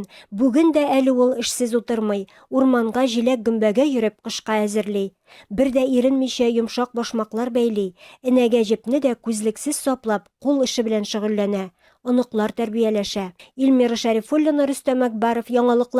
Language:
Tatar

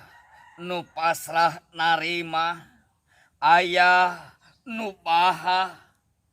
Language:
Sundanese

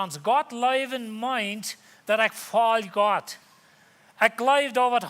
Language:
Plautdietsch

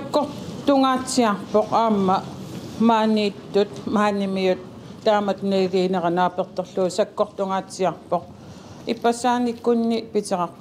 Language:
Kalaallisut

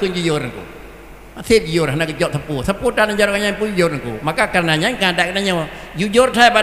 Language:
Malay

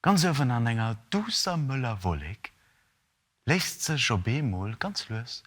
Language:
Luxembourgish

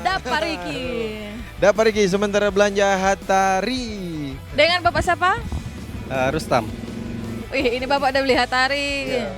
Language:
Manado Malay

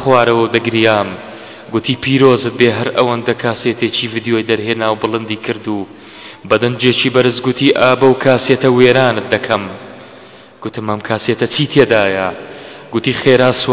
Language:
Central Kurdish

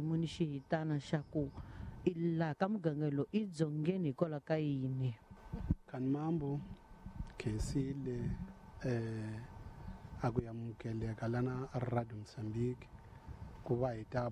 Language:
Tsonga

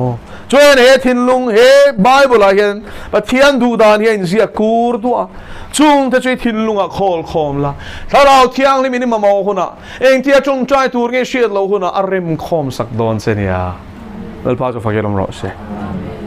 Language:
Mizo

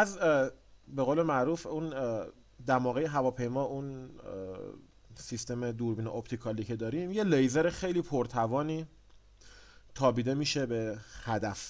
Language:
Persian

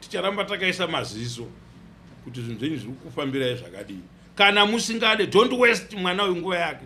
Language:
Shona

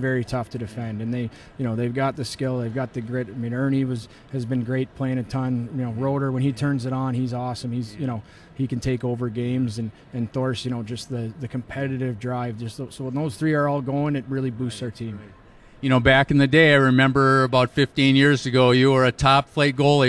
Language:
English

